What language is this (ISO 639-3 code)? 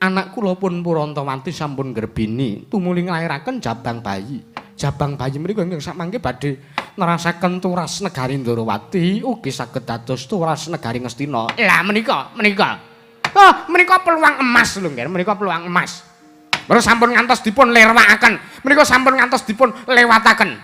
jav